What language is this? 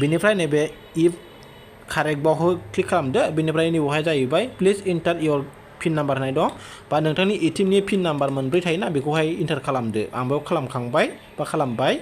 Bodo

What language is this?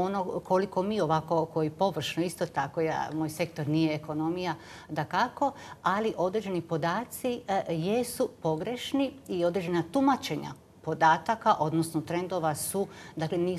Croatian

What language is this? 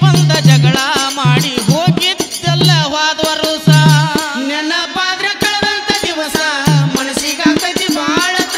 Kannada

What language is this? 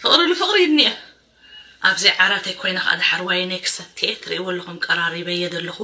Tigrinya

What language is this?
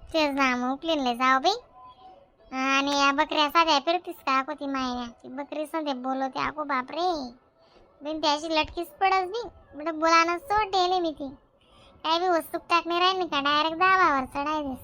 Khandesi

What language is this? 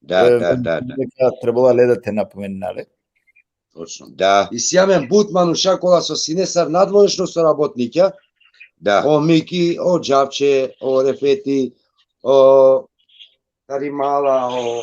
Balkan Romani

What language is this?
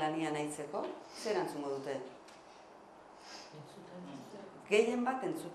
Basque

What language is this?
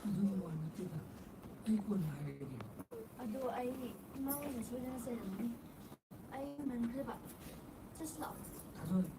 Manipuri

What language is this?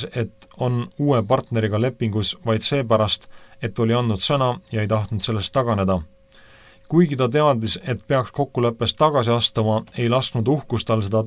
Estonian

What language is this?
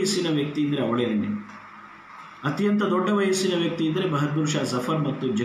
Kannada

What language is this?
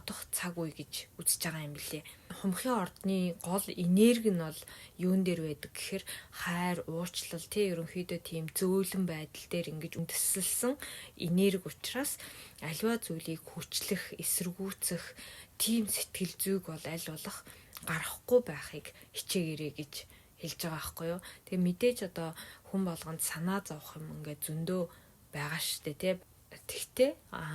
Mongolian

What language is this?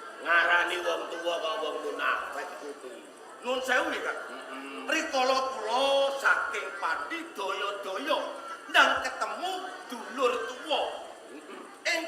Javanese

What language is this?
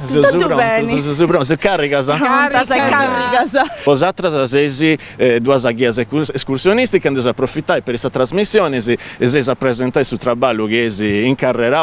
Sardinian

